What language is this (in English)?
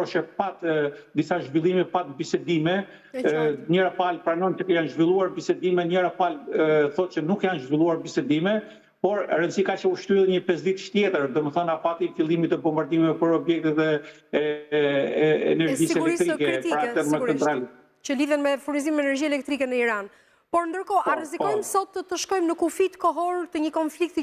Albanian